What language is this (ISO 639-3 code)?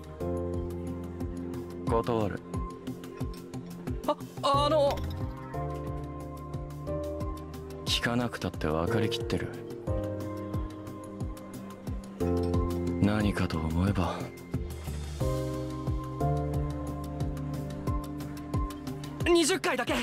jpn